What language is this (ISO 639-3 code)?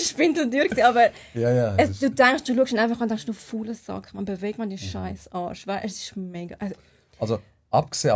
gsw